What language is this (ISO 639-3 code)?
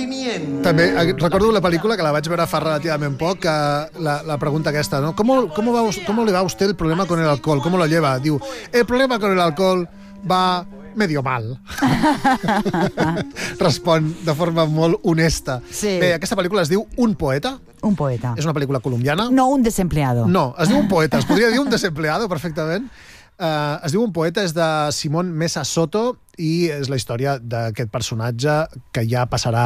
cat